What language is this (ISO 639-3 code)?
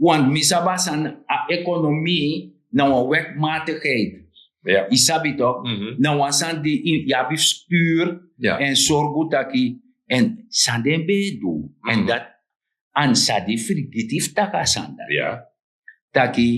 srn